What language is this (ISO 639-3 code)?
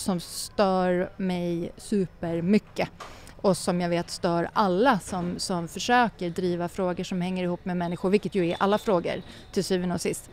swe